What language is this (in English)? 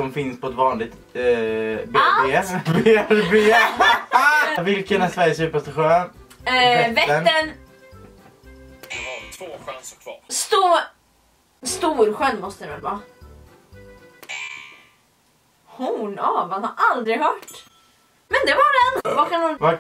Swedish